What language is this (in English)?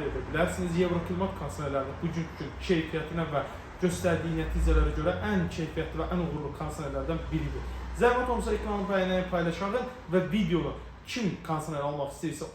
Azerbaijani